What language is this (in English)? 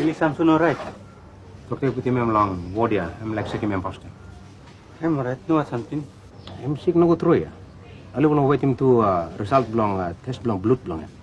Tok Pisin